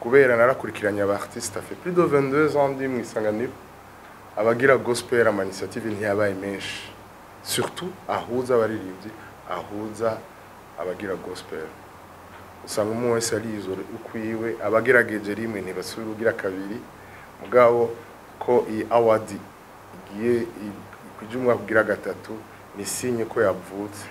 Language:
Rundi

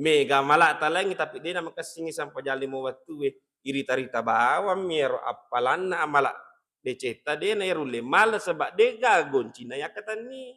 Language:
Buginese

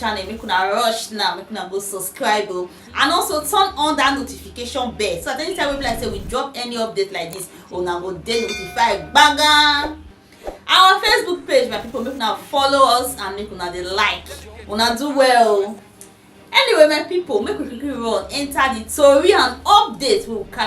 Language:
Nigerian Pidgin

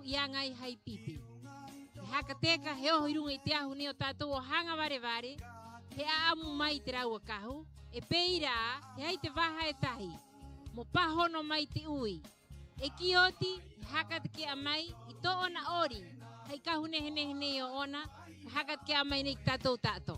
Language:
Rapanui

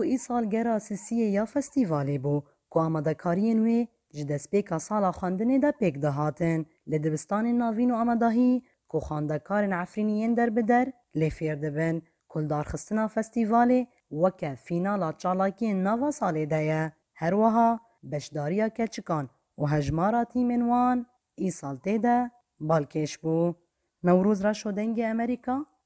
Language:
Kurdish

